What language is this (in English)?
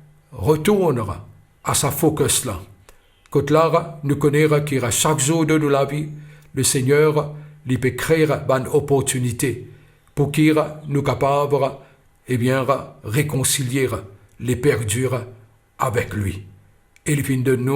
Morisyen